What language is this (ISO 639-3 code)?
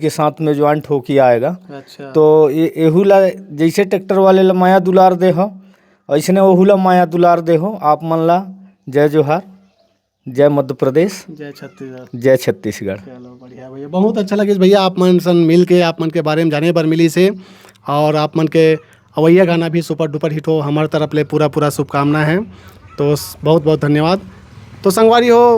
hne